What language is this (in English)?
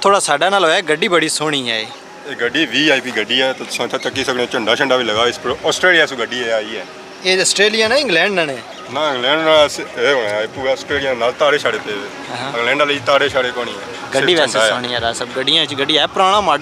Pahari-Potwari